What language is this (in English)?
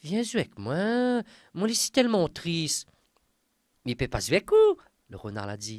Réunion Creole French